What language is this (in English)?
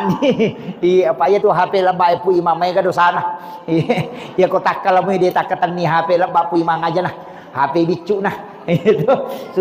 Buginese